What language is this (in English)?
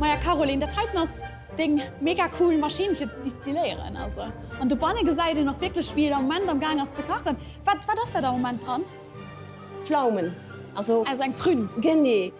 Luxembourgish